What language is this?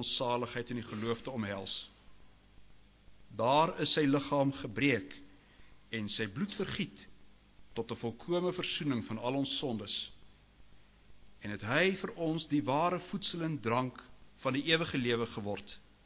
Afrikaans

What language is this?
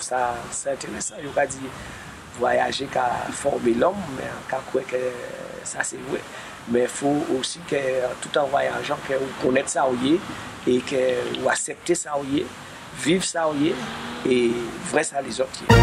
Guadeloupean Creole French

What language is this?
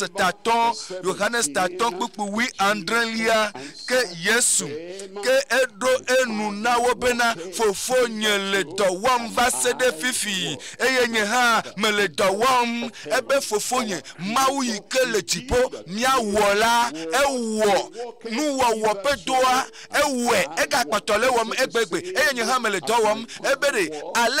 Ewe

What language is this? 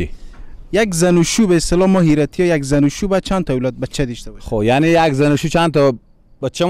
Persian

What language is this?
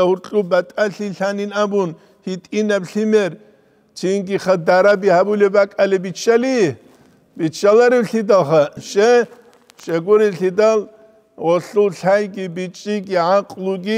Avaric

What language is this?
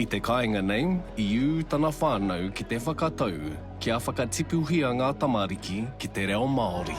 Māori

